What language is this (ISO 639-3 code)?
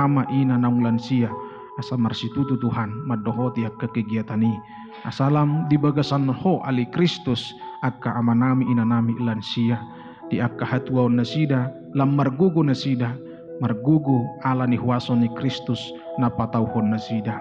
bbc